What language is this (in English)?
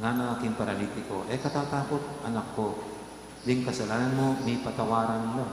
Pampanga